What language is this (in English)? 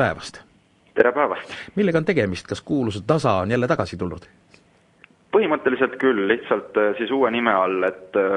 Estonian